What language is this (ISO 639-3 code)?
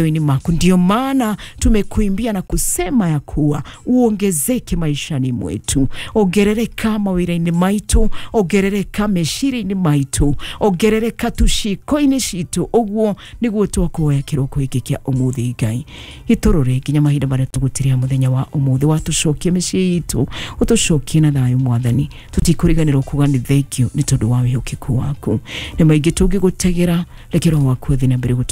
kik